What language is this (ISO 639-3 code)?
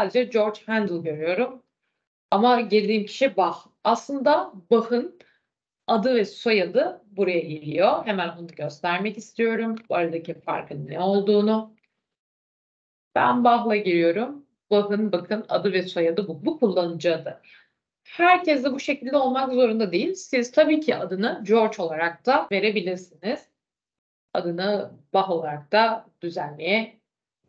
tur